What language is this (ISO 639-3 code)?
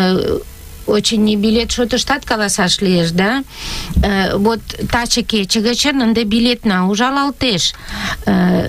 chm